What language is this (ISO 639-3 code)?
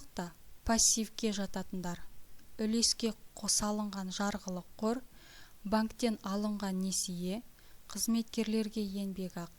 kaz